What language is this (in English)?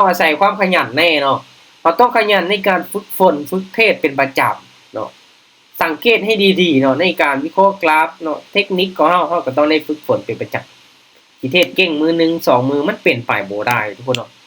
Lao